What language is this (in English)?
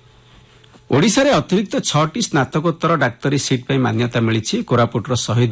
Odia